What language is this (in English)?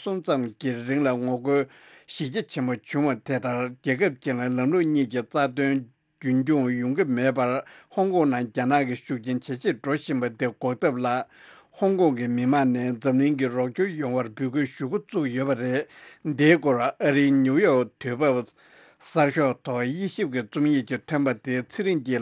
Tibetan